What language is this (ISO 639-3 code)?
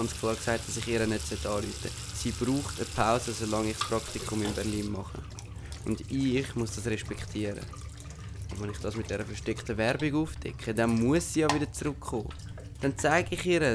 gsw